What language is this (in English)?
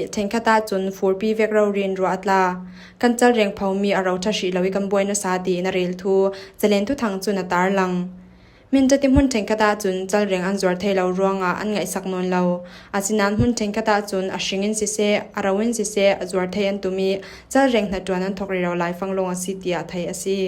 Falam Chin